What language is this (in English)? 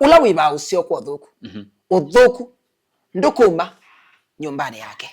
Kamba